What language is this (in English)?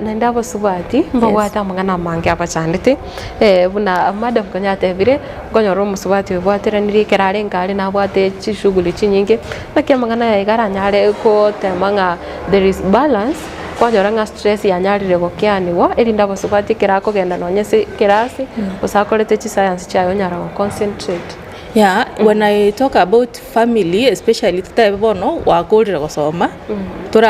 Gusii